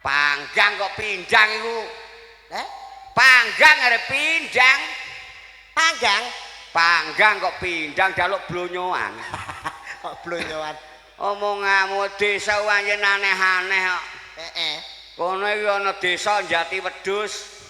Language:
Javanese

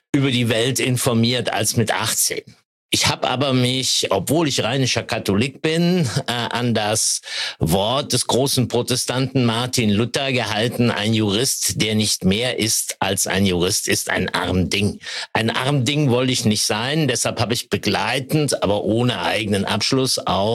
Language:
German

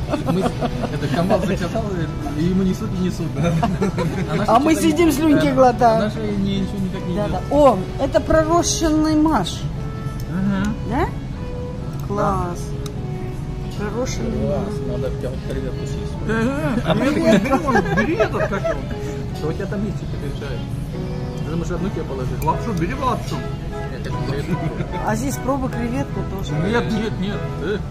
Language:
Russian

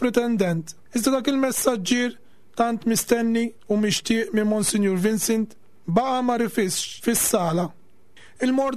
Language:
Maltese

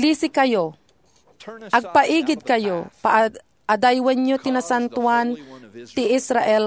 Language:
Iloko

